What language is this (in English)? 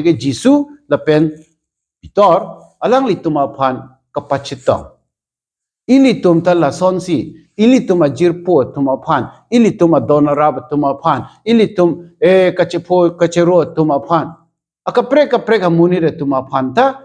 Karbi